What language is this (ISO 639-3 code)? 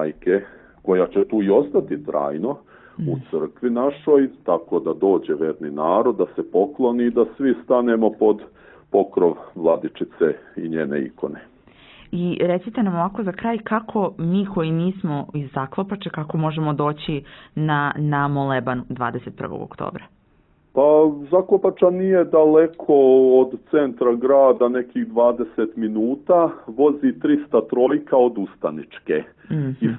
srp